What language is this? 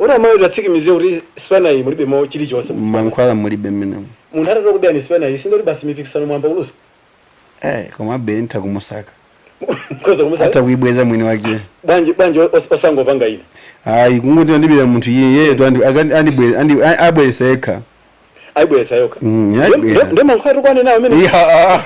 Nyanja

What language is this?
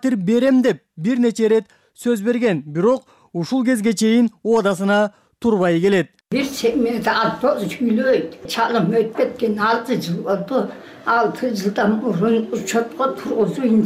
Kyrgyz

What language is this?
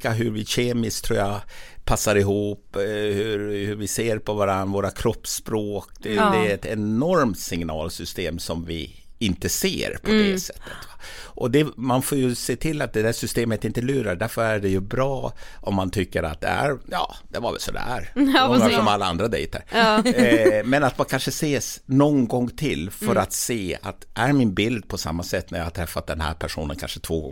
Swedish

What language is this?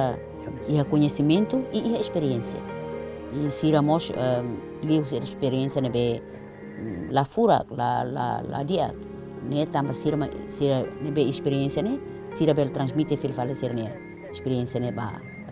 Tetum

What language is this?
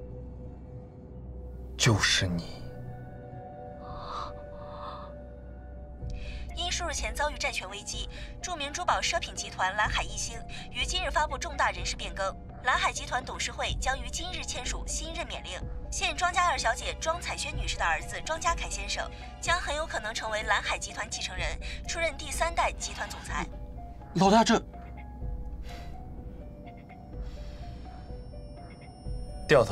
Chinese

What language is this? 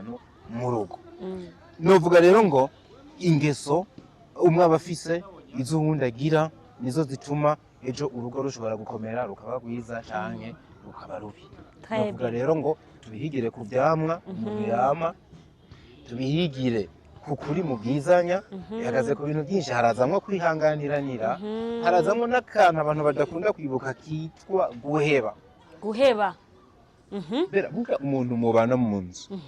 Rundi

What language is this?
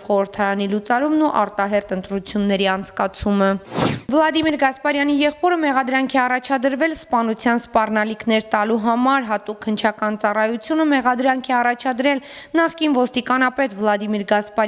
Armenian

